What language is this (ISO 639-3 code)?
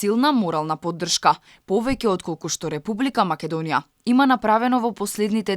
mkd